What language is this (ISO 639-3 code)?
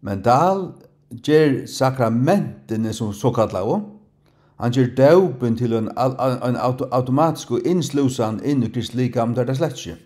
fao